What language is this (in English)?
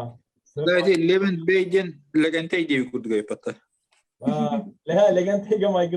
Yakut